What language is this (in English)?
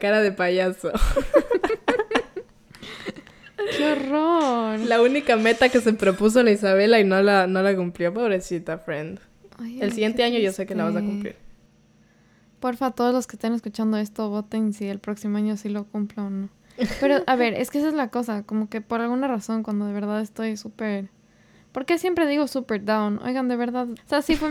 Spanish